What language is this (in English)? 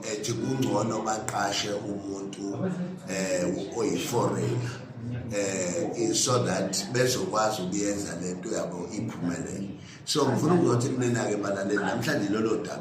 Zulu